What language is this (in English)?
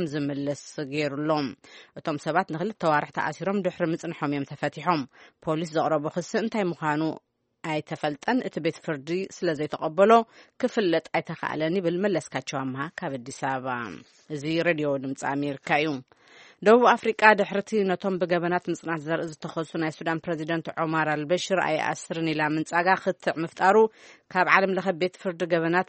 Tigrinya